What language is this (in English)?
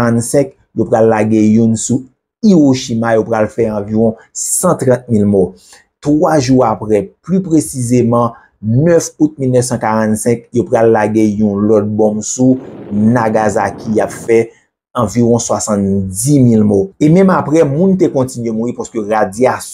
Haitian Creole